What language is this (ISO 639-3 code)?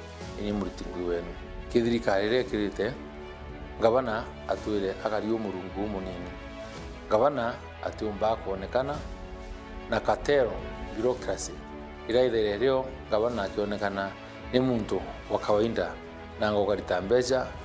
mer